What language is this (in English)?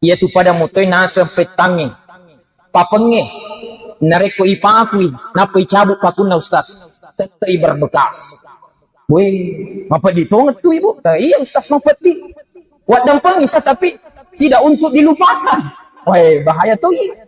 Buginese